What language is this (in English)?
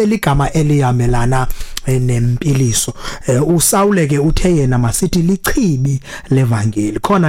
Xhosa